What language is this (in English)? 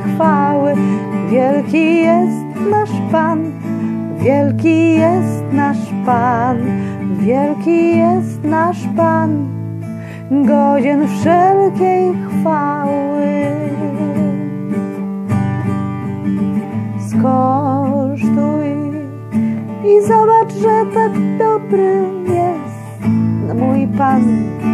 Polish